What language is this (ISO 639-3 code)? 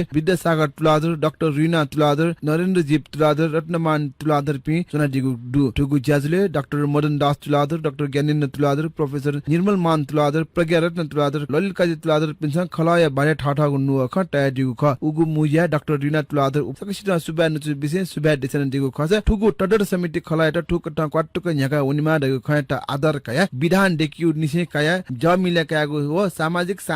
new